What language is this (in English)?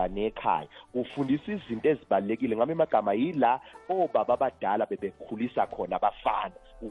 Zulu